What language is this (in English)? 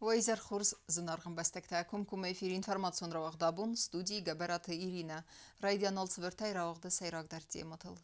Ossetic